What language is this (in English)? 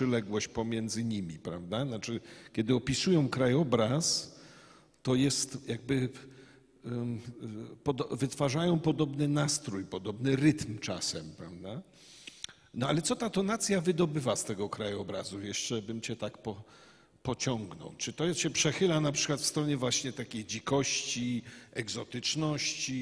Polish